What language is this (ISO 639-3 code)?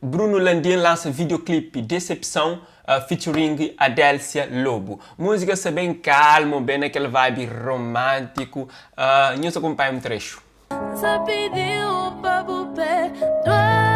kea